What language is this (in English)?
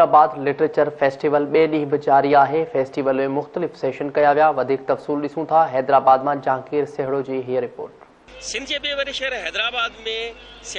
Sindhi